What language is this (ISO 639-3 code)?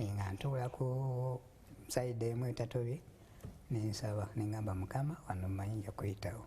lug